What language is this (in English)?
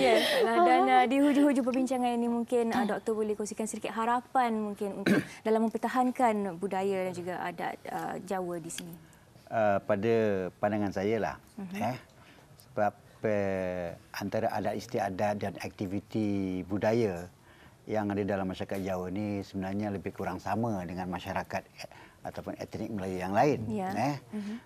Malay